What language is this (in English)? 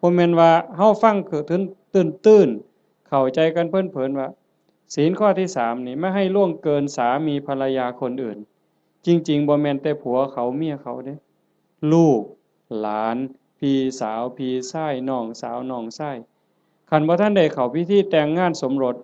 Northeastern Thai